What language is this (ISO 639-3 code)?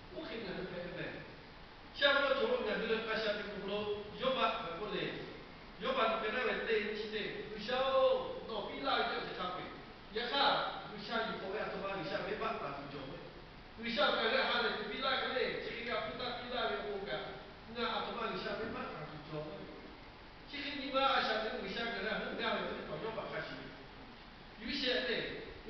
lhu